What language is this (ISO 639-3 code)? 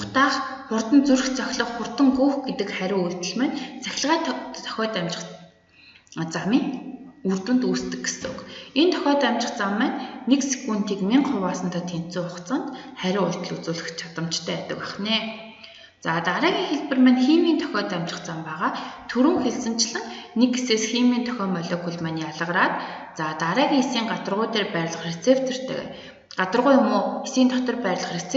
mon